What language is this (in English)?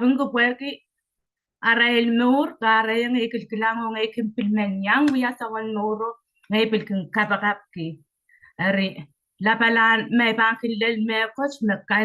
Pohnpeian